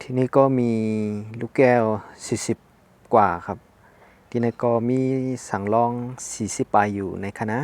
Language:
Shan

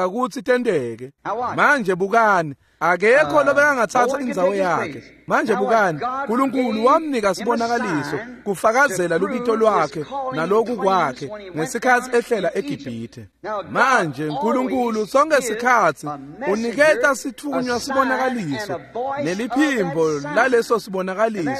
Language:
Swati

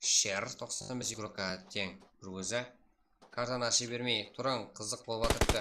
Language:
Kara-Kalpak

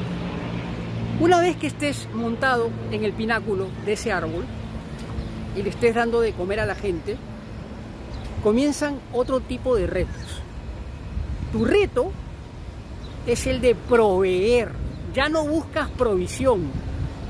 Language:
Spanish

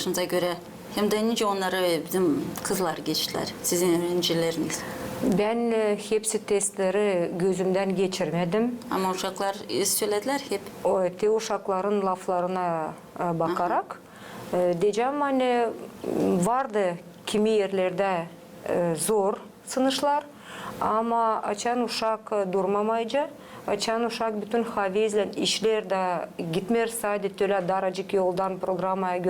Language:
Gagauz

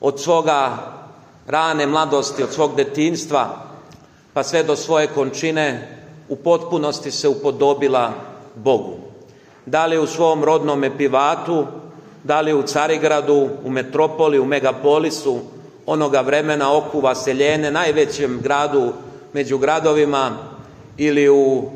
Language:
Serbian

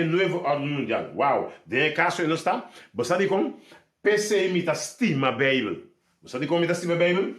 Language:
Papiamento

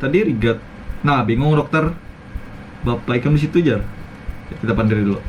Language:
Banjar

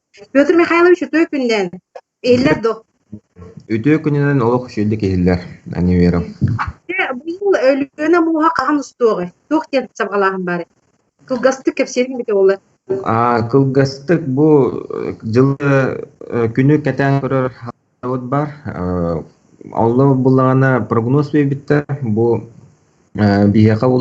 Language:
Yakut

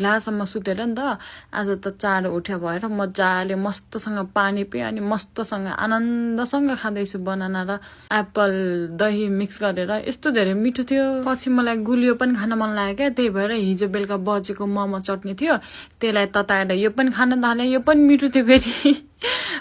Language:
Nepali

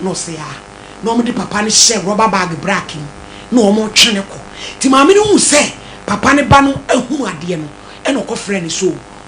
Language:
Akan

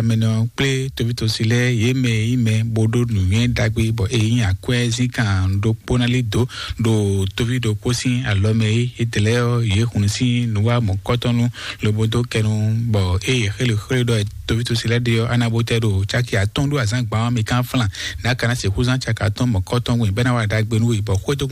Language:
Fon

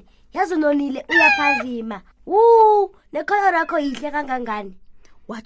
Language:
South Ndebele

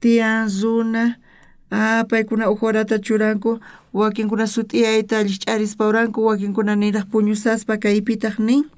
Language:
South Bolivian Quechua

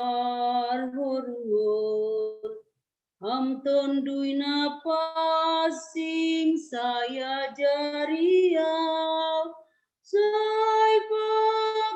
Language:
Batak Simalungun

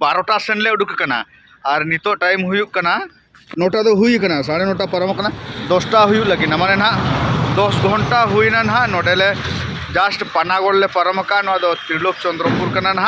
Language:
Santali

